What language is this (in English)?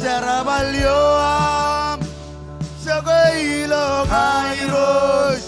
Marshallese